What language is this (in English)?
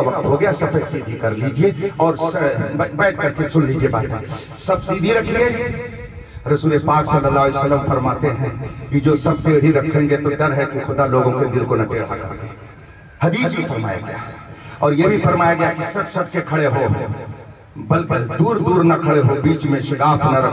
Urdu